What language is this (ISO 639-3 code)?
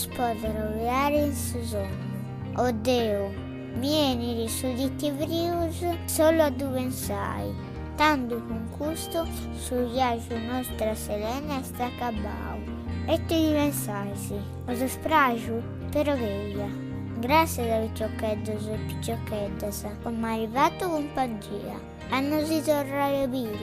srd